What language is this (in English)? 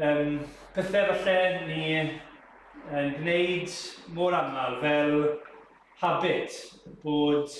Welsh